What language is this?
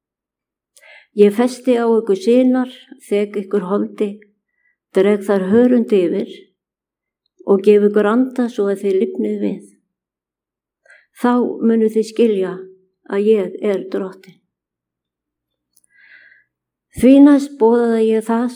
Icelandic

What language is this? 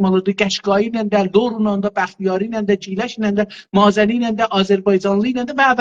South Azerbaijani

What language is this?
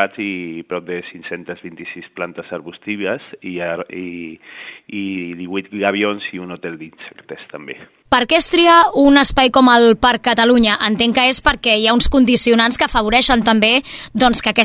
Catalan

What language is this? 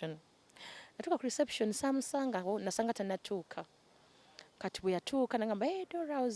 Ganda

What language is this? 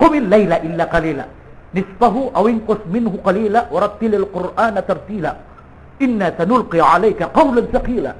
Maranao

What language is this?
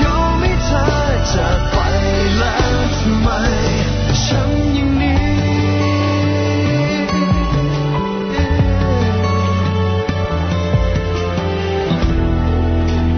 Thai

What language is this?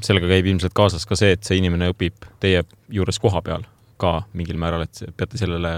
Estonian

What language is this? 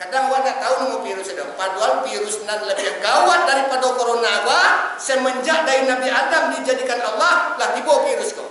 Minangkabau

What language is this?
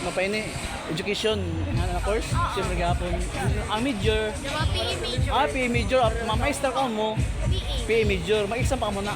Surigaonon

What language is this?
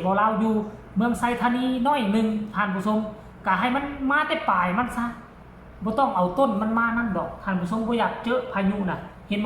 Lao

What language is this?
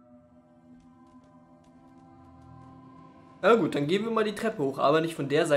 German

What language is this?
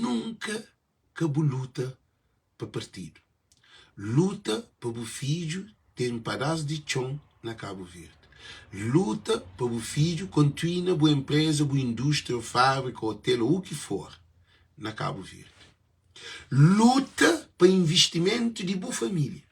Kabuverdianu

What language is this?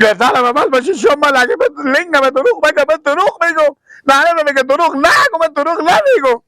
Persian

